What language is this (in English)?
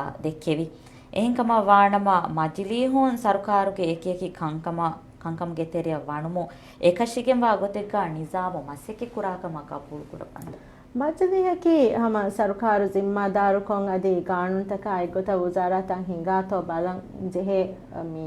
Divehi